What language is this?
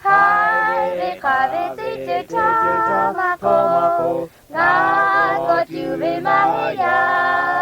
Lahu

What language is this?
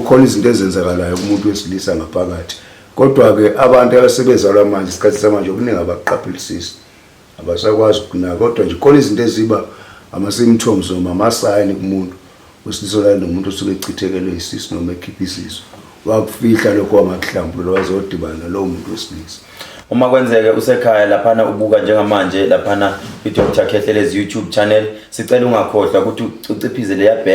Zulu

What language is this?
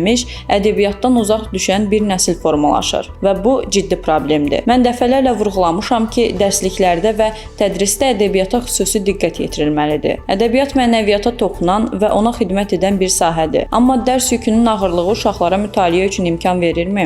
Azerbaijani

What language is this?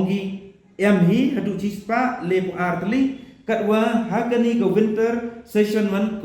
Pnar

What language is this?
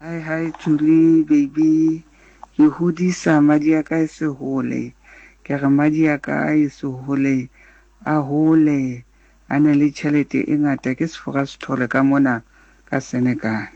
Southern Sotho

